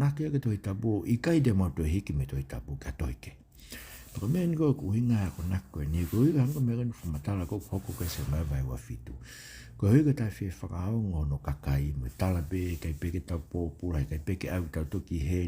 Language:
Tongan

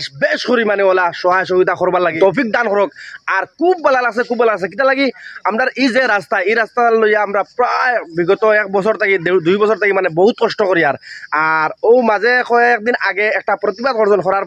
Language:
Sylheti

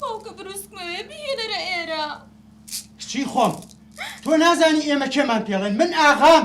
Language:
Central Kurdish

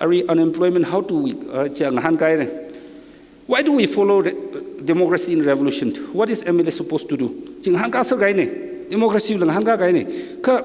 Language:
Tangkhul Naga (India)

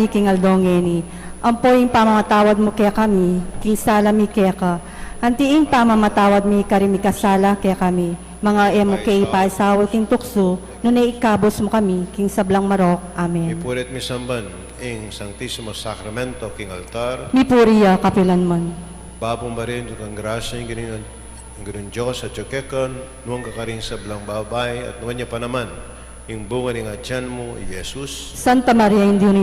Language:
Pampanga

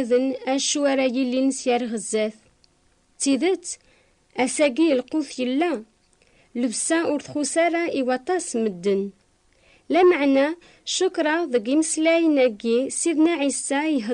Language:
Kabyle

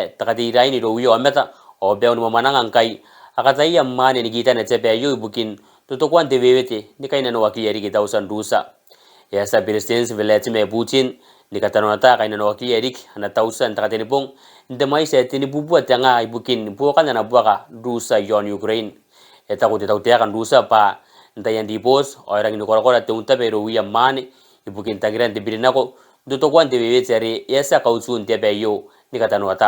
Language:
Gilbertese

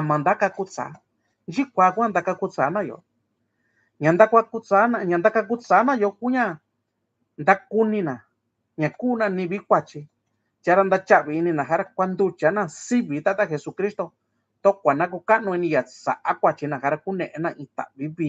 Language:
Mixtepec Mixtec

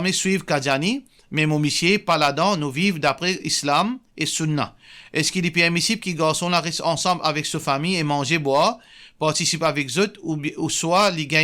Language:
Morisyen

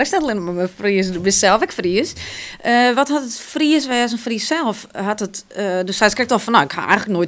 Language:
Western Frisian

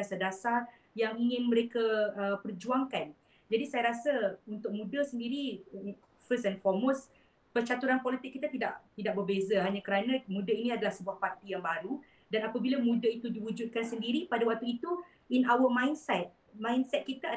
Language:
Malay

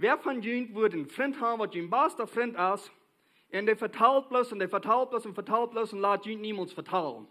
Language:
Plautdietsch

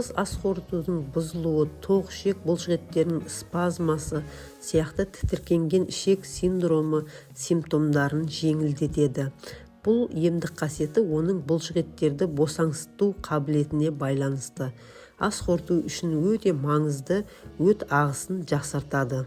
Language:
Kazakh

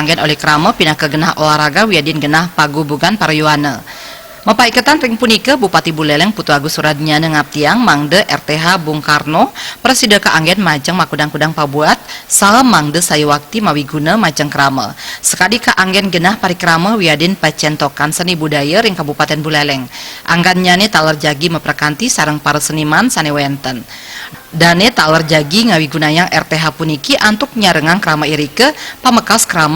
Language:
Balinese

